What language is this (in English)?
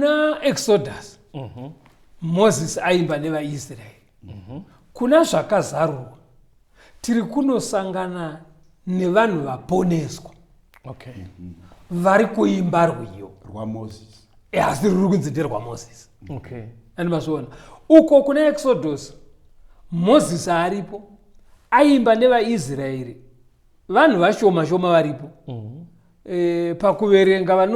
Shona